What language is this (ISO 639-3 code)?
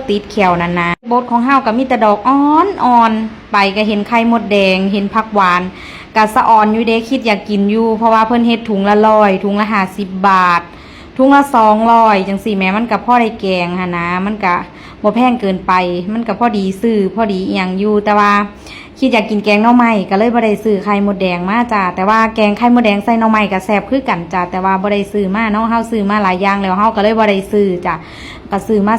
tts